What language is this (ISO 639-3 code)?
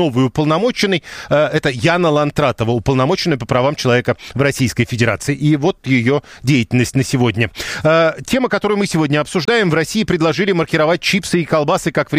rus